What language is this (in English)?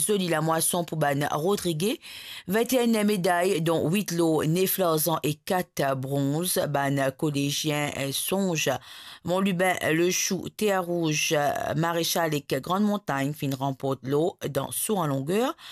Morisyen